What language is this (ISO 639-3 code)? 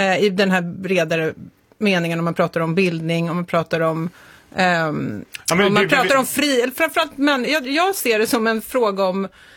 swe